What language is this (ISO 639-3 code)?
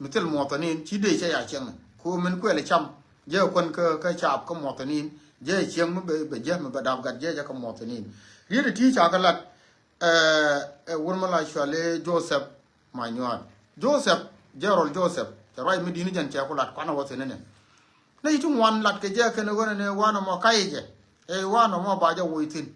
nus